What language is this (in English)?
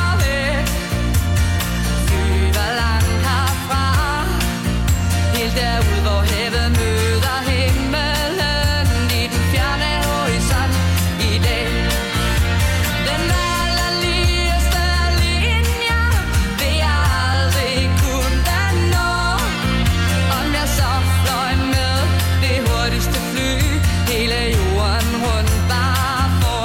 Danish